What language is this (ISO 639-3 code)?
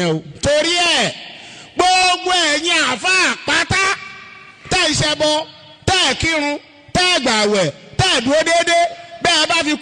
yor